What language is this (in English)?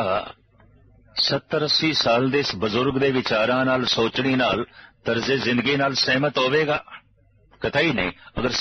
Punjabi